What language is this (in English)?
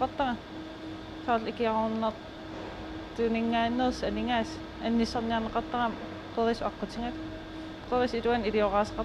Kalaallisut